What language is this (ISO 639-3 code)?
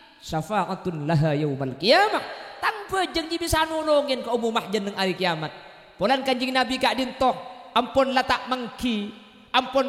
mad